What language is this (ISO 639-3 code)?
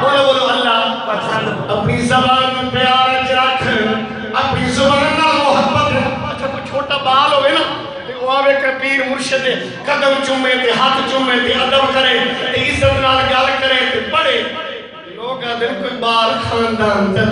skr